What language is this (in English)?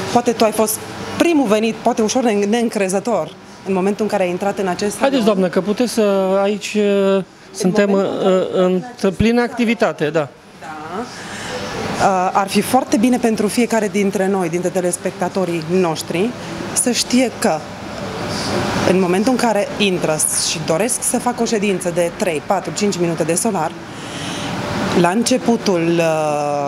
Romanian